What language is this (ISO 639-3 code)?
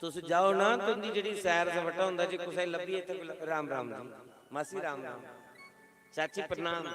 doi